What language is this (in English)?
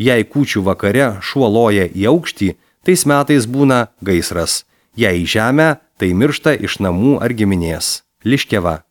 Lithuanian